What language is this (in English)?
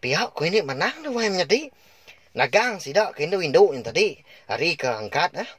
Iban